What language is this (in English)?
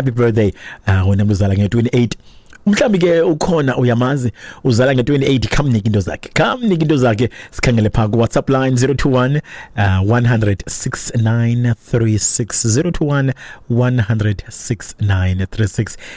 Xhosa